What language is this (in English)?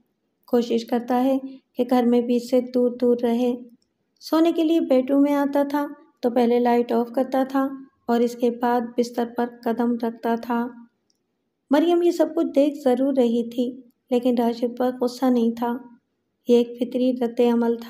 Urdu